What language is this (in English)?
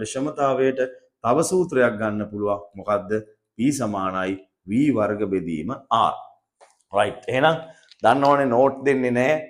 Sinhala